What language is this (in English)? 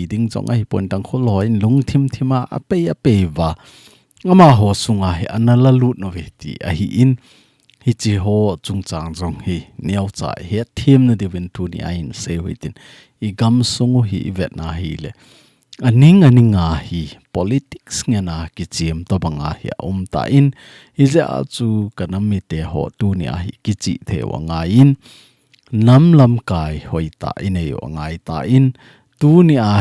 Thado Chin